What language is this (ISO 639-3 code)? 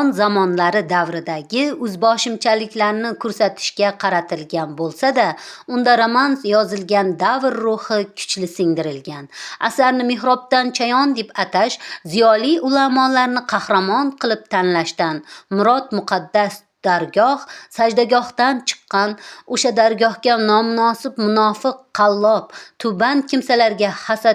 uzb